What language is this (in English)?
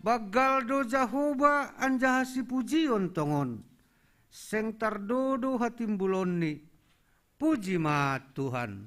Batak Simalungun